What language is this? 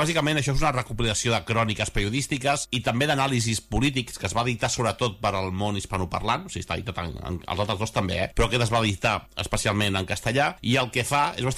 Catalan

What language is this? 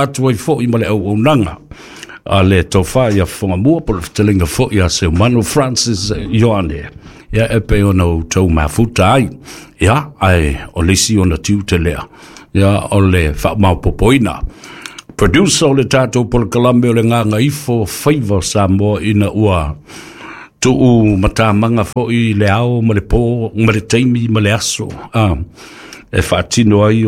Samoan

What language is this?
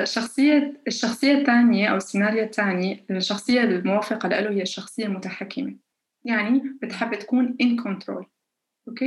North Levantine Arabic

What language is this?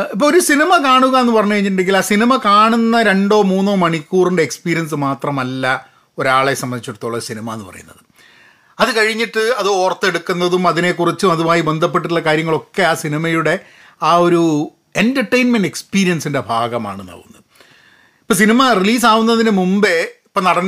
Malayalam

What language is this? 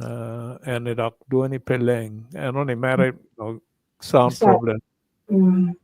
Acoli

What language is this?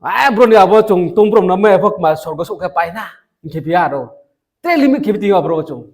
Riang (India)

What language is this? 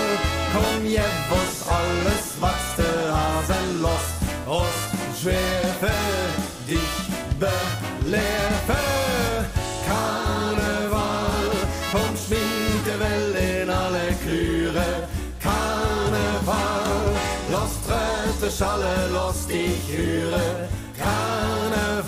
Limburgish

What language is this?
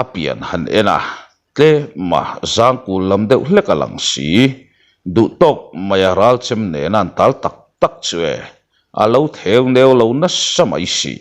Mizo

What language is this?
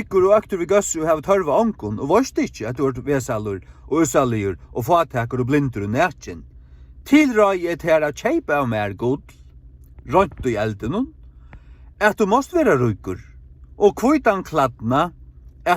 Faroese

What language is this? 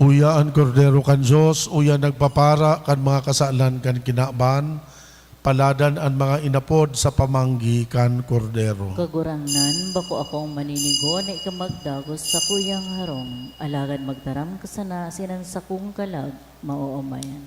Bikol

